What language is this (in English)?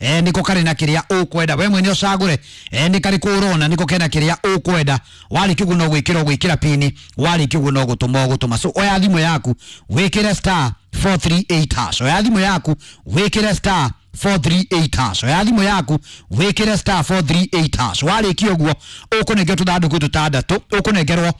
Kikuyu